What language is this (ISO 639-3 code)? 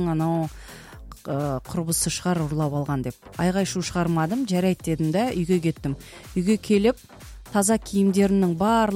kaz